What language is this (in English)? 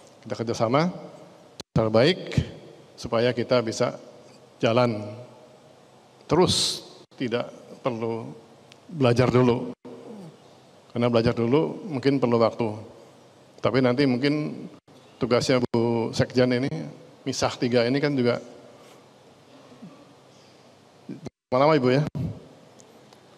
Indonesian